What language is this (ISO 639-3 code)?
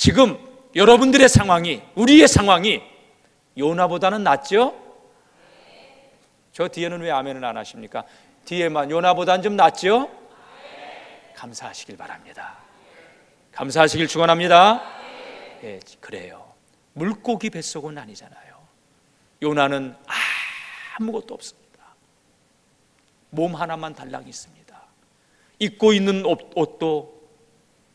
kor